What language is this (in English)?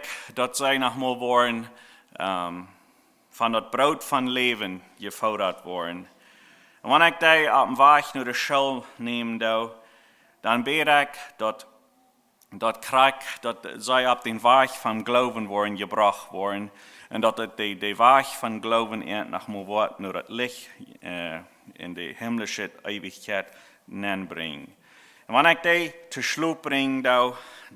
Plautdietsch